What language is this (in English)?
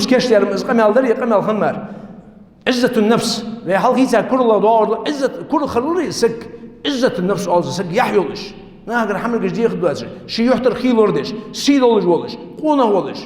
Ingush